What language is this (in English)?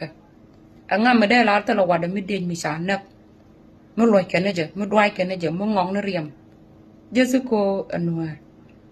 Nuer